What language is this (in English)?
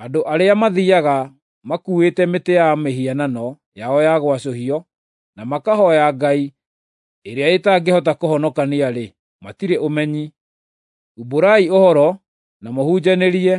Kikuyu